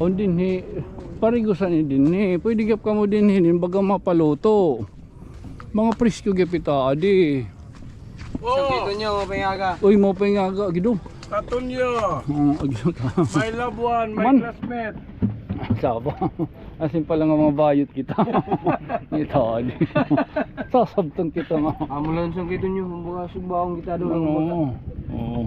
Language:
Waray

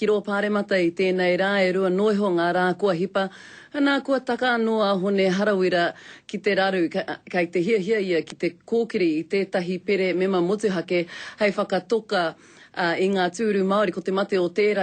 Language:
Māori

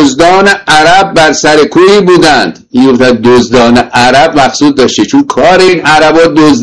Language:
Persian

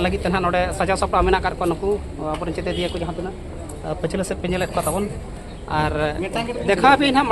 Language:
Santali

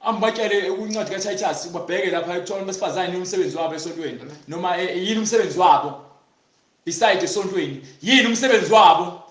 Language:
Zulu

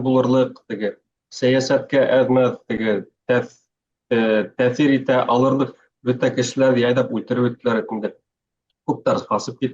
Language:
Bashkir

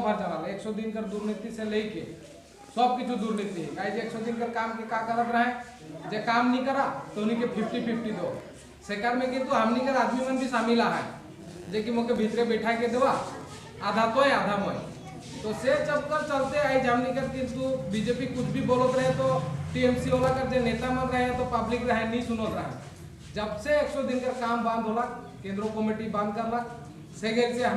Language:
Sadri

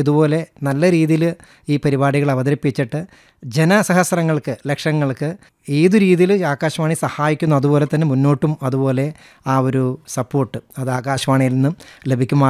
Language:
Malayalam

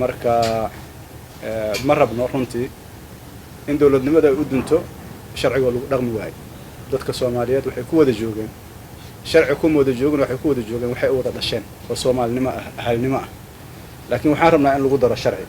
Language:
Somali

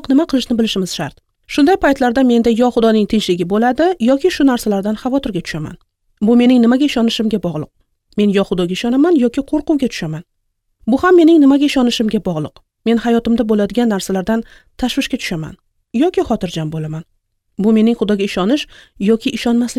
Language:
Uzbek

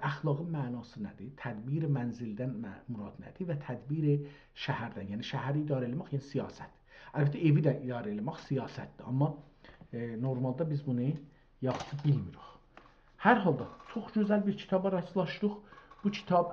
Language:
South Azerbaijani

